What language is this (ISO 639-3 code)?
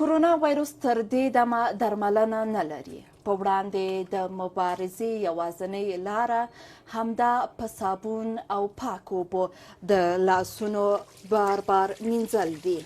pus